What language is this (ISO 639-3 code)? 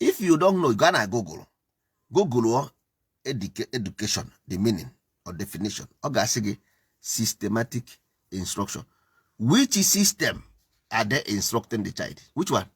ibo